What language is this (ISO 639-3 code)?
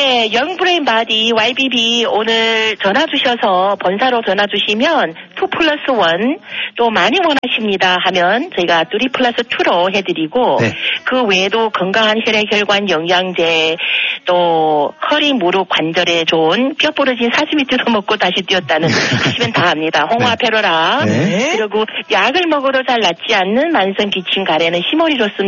kor